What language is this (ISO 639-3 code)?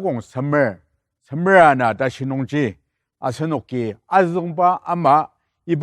njo